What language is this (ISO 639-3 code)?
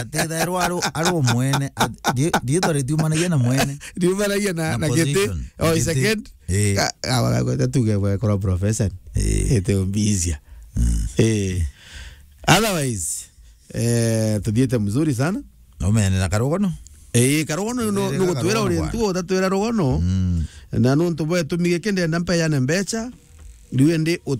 mer